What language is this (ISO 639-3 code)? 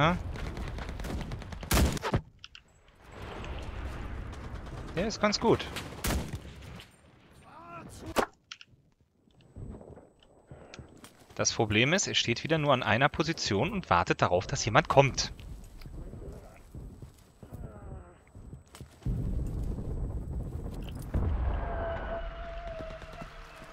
deu